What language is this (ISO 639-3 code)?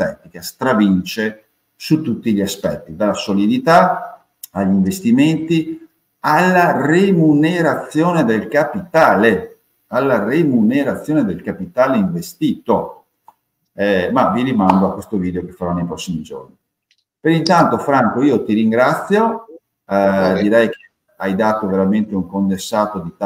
ita